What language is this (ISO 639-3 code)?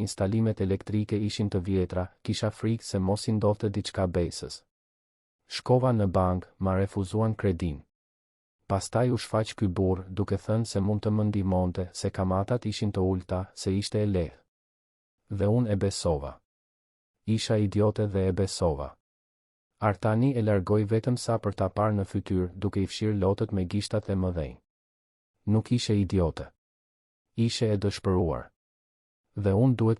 sqi